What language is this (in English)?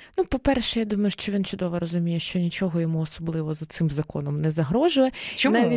Ukrainian